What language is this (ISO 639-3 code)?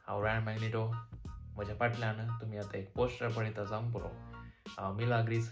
kok